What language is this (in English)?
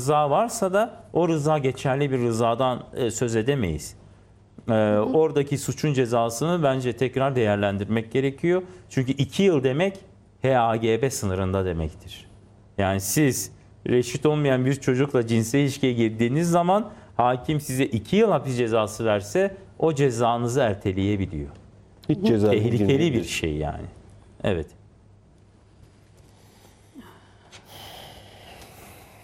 Turkish